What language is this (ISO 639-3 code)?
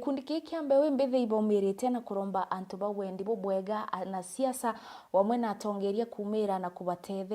mer